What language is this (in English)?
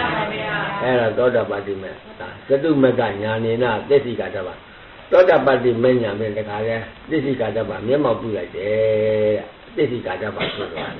Burmese